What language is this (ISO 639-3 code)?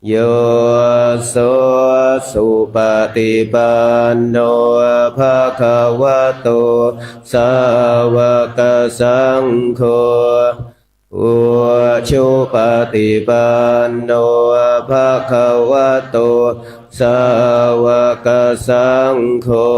pli